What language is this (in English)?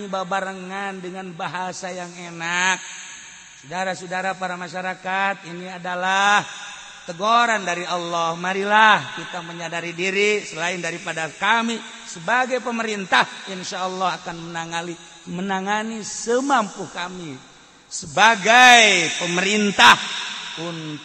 Sundanese